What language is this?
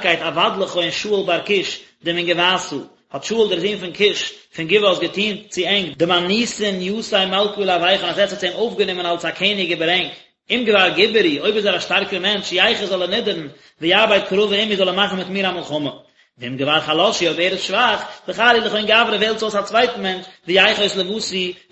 Yiddish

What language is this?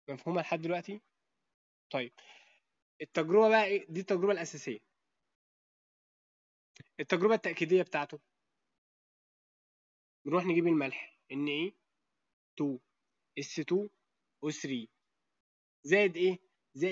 Egyptian Arabic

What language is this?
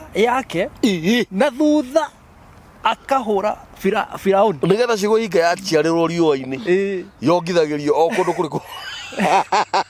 Kikuyu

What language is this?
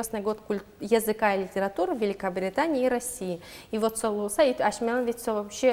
Udmurt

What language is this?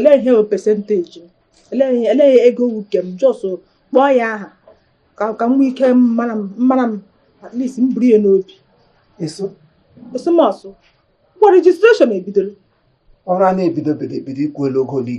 Igbo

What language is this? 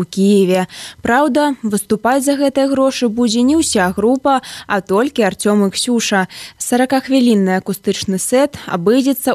Belarusian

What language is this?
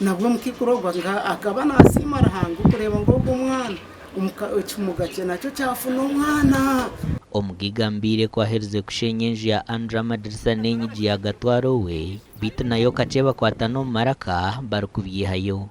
Nyankole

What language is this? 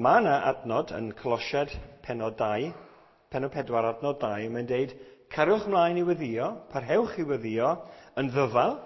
Welsh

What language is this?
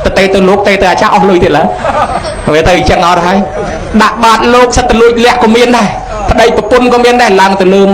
Khmer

